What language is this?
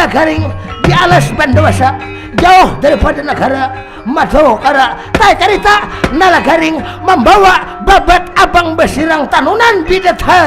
Banjar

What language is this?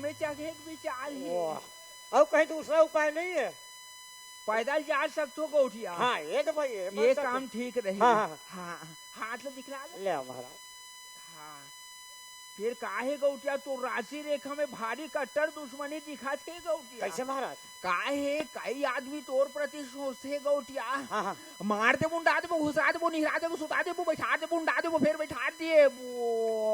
Chhattisgarhi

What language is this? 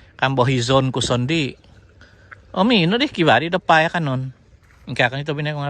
Central Dusun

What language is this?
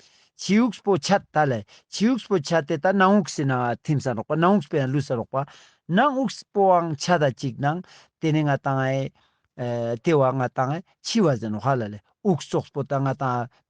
Ladakhi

